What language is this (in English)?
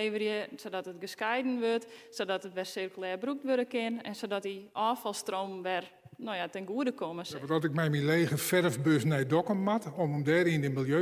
Western Frisian